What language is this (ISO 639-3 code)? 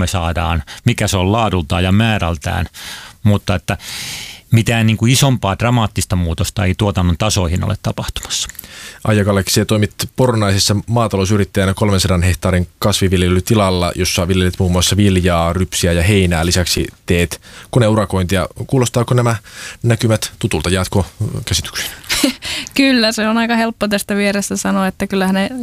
fin